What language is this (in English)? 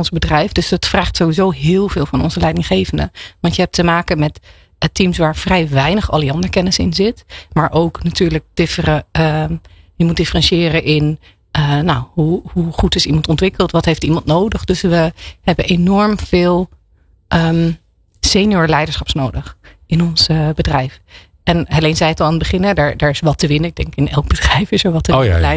Dutch